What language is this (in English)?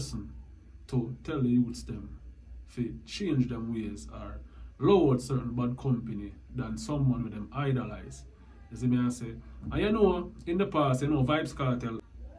Jamaican Creole English